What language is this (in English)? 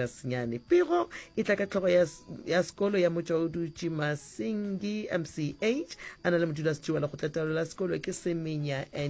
Northern Sotho